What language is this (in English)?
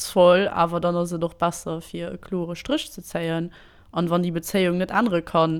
Luxembourgish